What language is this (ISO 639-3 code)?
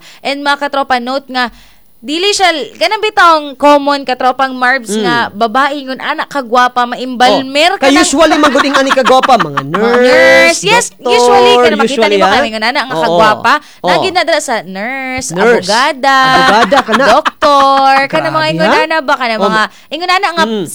ceb